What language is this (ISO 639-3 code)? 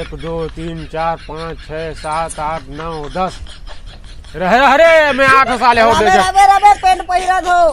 hne